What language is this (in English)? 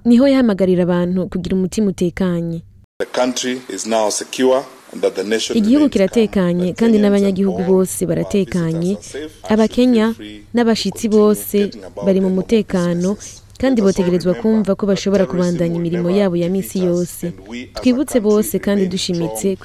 Rundi